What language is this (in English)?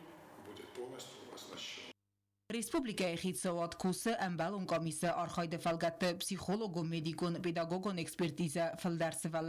Ossetic